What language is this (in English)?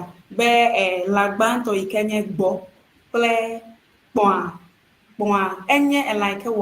Ewe